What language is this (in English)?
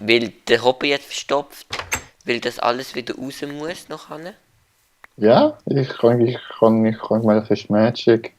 Swiss German